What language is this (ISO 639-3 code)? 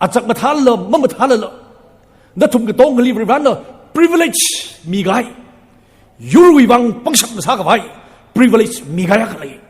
nmf